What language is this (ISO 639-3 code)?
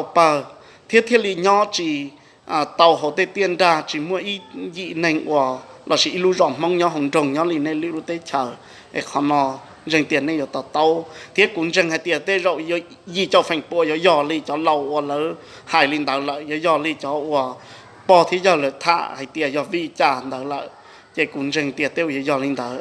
hmn